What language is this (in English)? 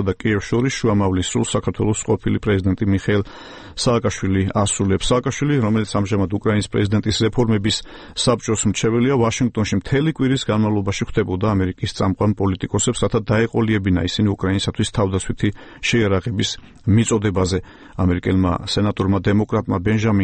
Georgian